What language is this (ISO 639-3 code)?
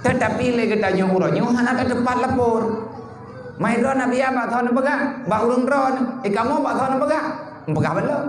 ace